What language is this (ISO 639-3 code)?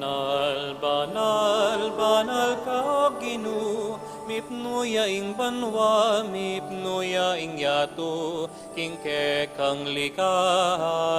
pam